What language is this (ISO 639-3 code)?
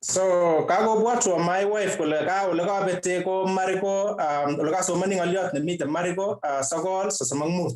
kln